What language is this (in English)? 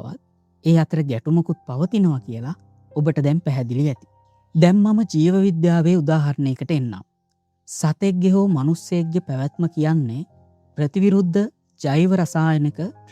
Sinhala